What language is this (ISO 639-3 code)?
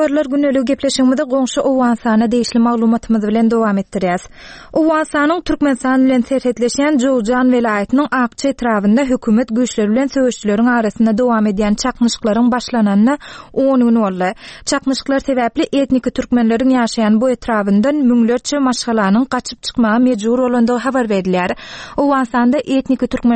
tuk